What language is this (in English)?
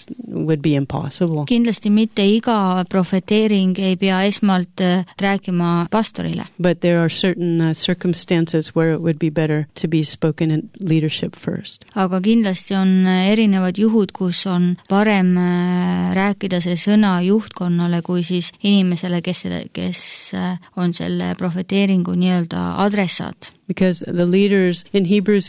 Estonian